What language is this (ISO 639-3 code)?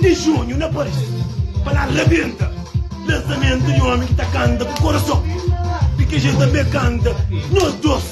kea